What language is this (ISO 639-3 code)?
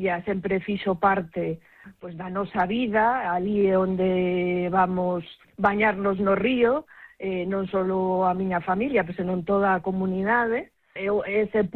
glg